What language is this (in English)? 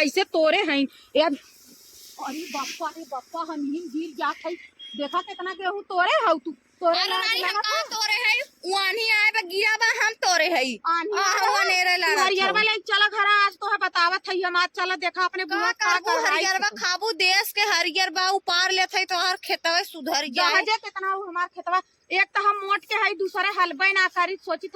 Awadhi